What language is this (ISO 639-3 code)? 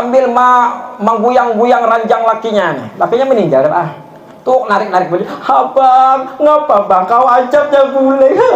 bjn